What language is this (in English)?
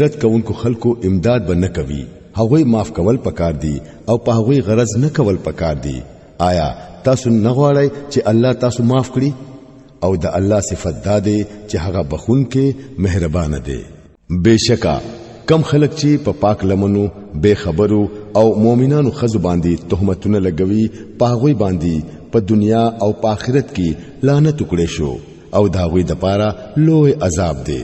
Pashto